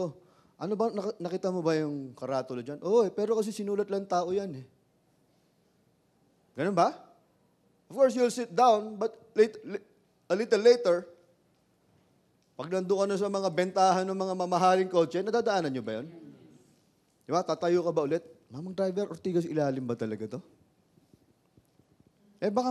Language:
Filipino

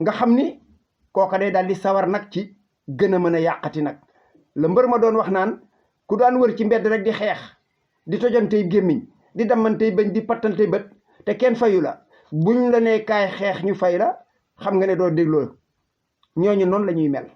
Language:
Wolof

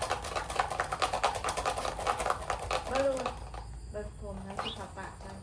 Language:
Northeastern Thai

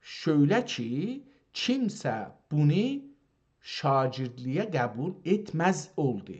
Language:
South Azerbaijani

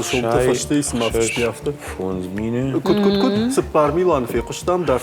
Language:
Ossetic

